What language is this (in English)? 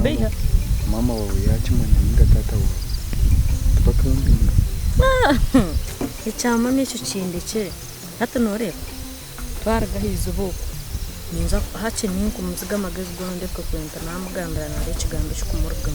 Nyankole